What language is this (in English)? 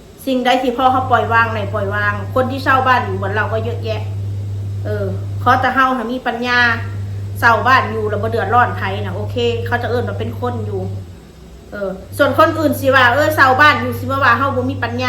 Northeastern Thai